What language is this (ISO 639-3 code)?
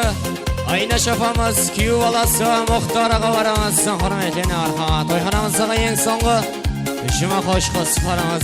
kaa